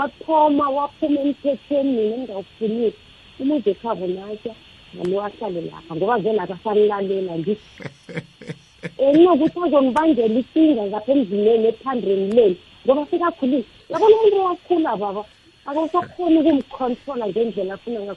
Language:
South Ndebele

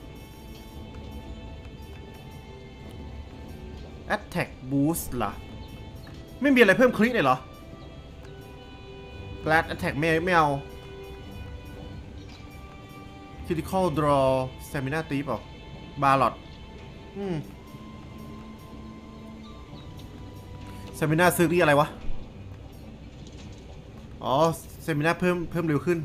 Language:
Thai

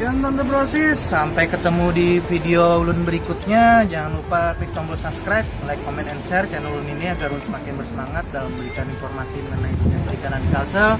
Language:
Banjar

